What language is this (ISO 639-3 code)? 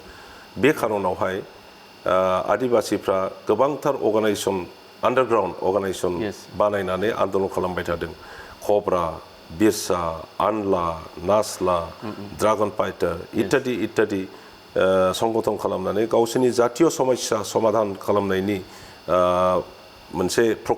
brx